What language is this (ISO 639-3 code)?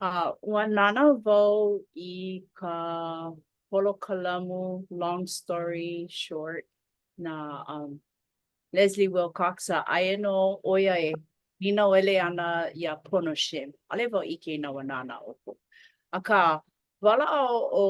haw